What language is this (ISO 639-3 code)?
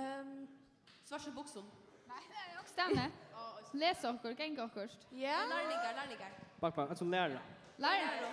fao